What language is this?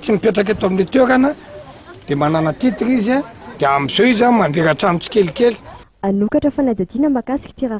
Malagasy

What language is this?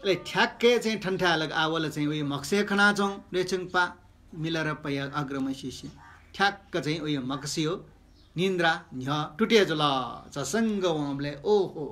Newari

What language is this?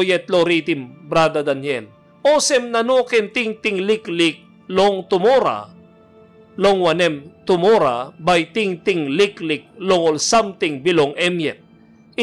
Tok Pisin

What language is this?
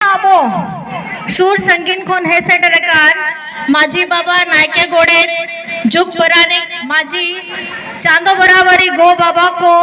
Santali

